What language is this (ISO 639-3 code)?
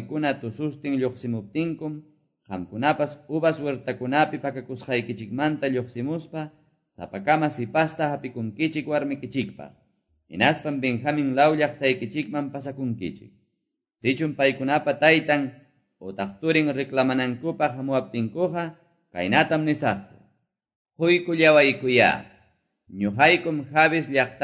que